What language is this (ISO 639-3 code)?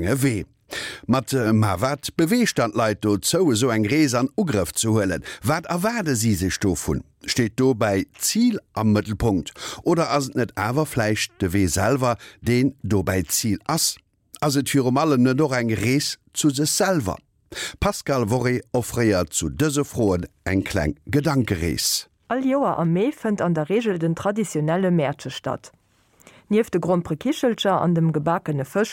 ltz